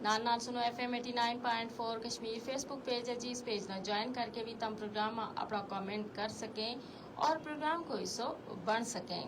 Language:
Gujari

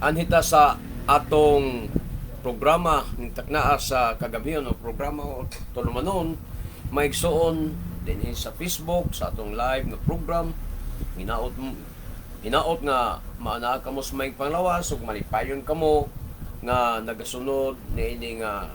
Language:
Cebuano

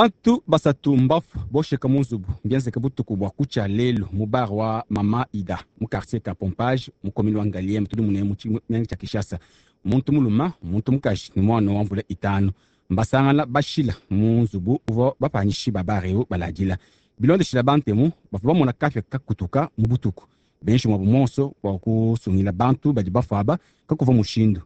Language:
Luba-Lulua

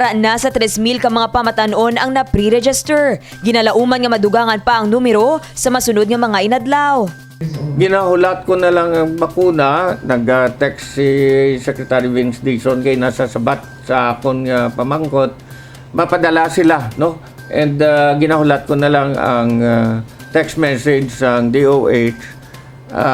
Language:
Hiligaynon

